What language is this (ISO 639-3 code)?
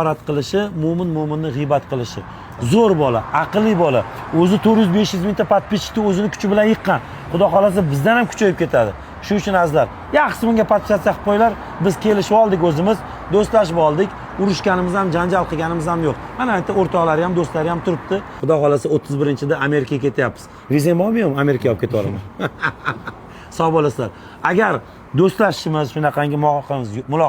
uzb